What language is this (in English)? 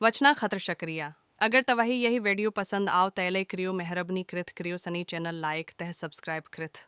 Kashmiri